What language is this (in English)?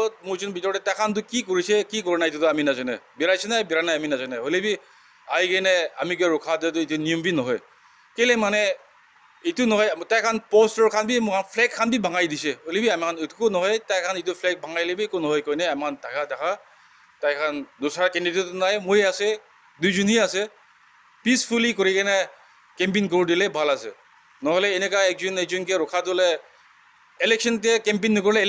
Naga Pidgin